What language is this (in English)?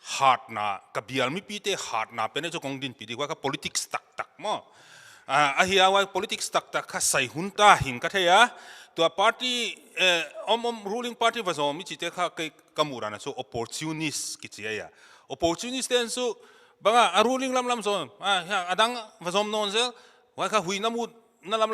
Paite Chin